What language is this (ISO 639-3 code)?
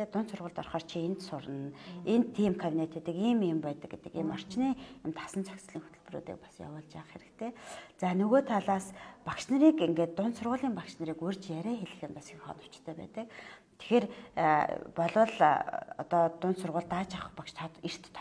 mon